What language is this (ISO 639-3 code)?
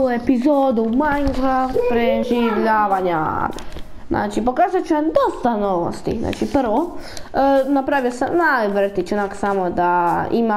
hrv